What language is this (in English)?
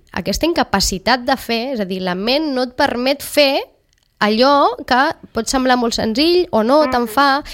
Catalan